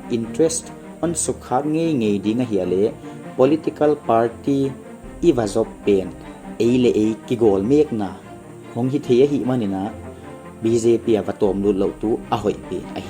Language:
Paite Chin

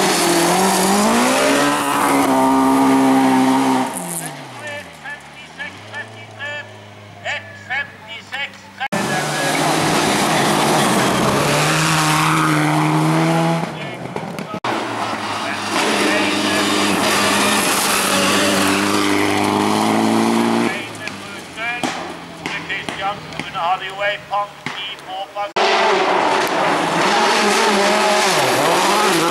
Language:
Norwegian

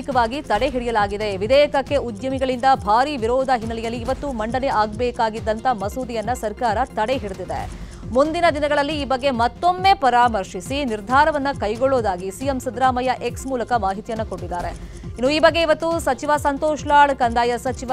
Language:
Kannada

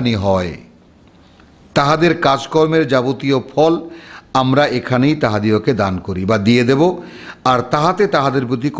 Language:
Bangla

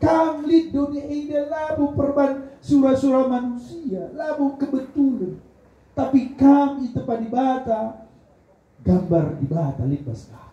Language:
Batak Karo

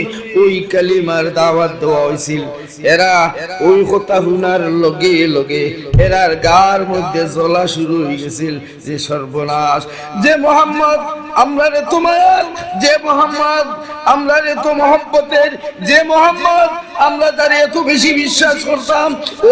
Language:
Sylheti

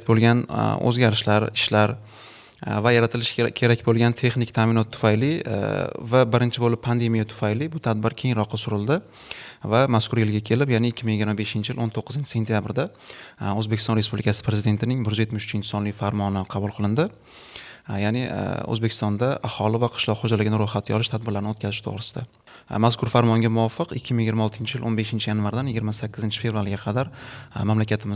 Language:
Uzbek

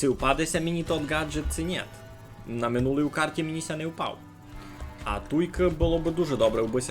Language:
Rusyn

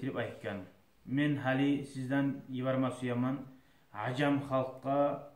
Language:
Kumyk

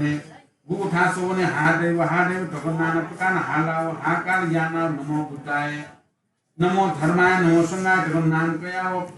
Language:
Newari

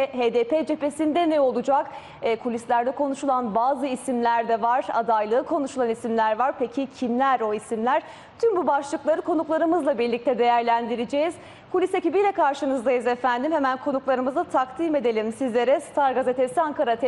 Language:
Turkish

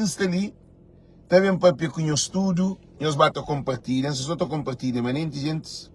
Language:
Kabuverdianu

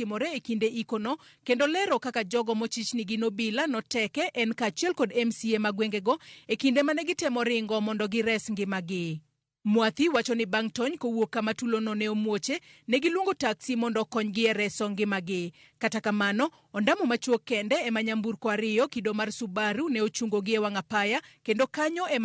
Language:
Luo (Kenya and Tanzania)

